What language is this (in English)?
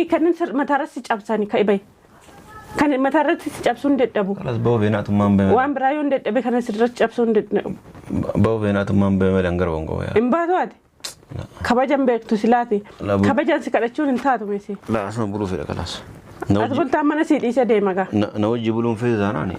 Oromo